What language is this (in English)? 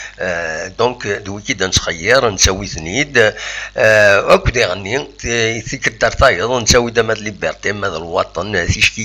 Kabyle